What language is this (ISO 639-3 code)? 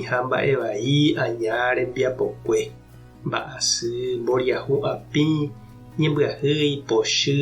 grn